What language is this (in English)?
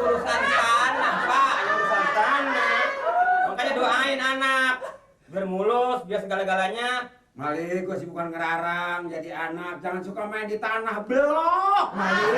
Betawi